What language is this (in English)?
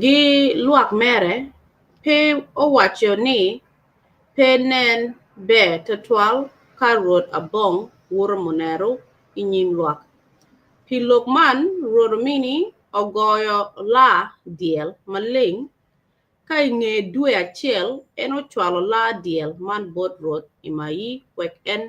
Acoli